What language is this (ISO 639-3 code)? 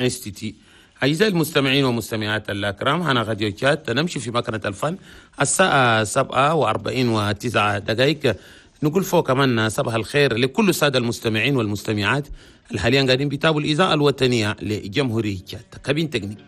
shu